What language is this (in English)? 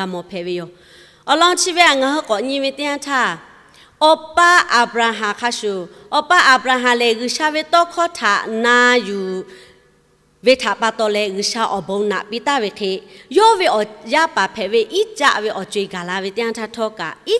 Lahu